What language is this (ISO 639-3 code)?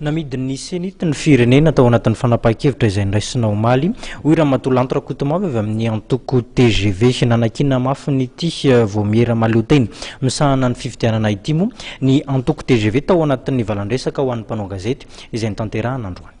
mlg